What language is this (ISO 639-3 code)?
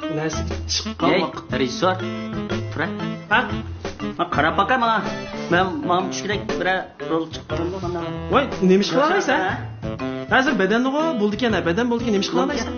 uig